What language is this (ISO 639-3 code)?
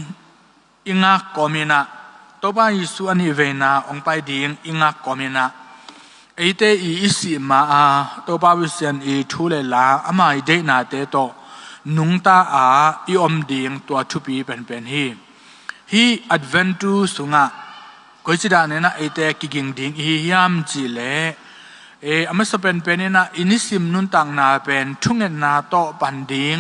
ctd